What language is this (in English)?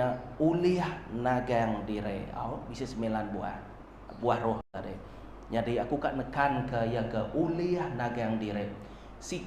Iban